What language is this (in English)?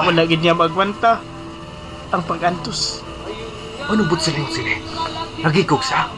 Hiligaynon